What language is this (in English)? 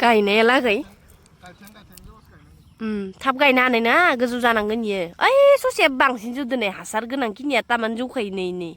Bodo